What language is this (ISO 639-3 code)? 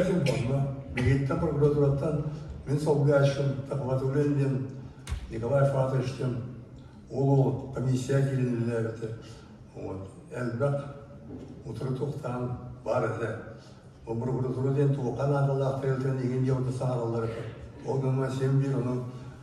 sah